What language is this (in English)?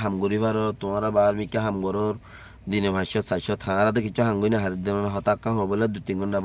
Rohingya